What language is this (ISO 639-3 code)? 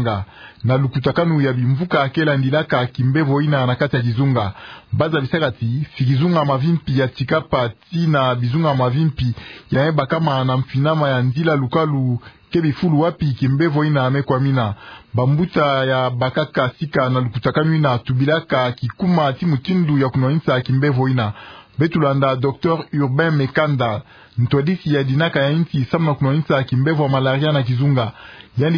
ktu